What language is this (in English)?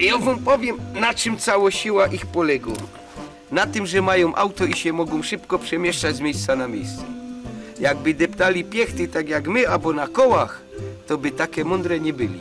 Silesian